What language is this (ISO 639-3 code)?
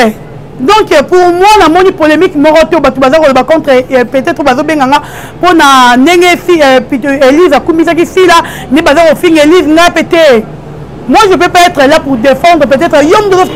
lin